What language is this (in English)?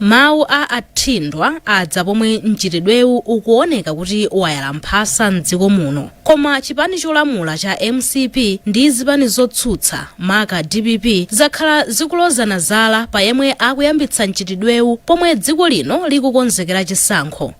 Nyanja